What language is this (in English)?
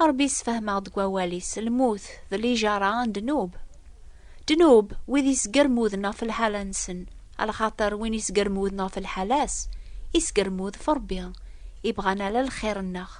Kabyle